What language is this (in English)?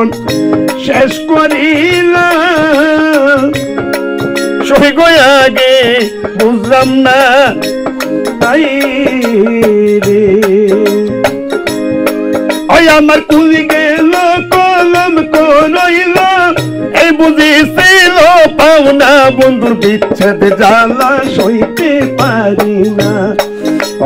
Bangla